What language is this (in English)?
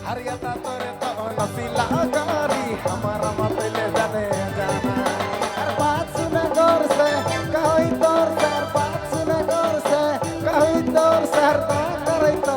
Sadri